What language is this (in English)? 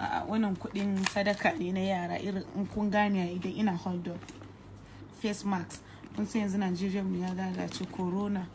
Hausa